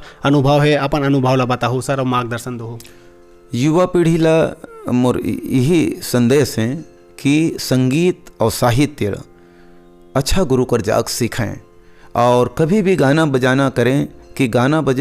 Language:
Chhattisgarhi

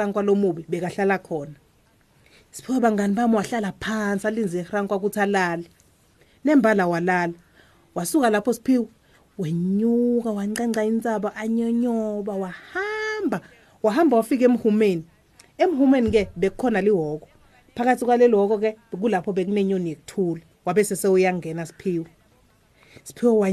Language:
Swati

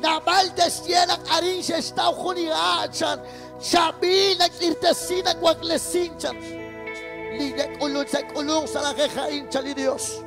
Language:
Kekchí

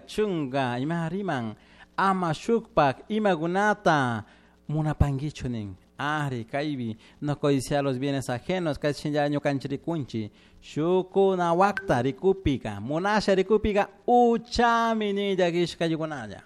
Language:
Chimborazo Highland Quichua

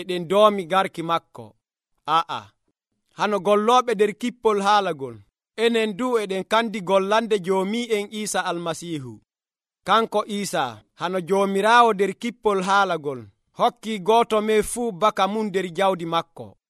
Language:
Nigerian Fulfulde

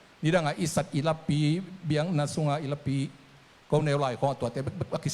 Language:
Tedim Chin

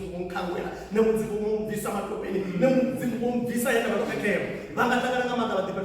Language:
Venda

